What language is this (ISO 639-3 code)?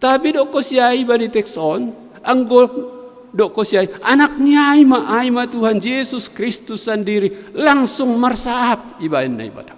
bts